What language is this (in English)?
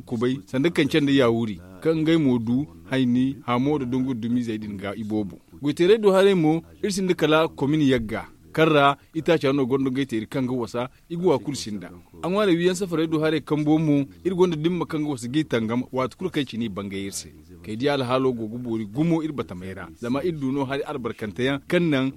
Zarma